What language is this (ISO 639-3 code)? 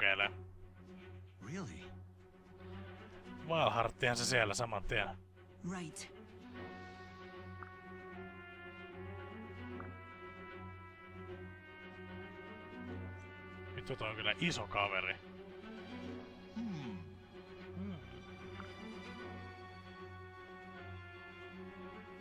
fin